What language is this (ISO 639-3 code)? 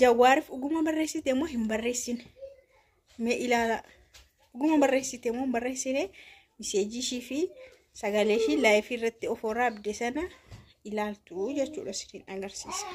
orm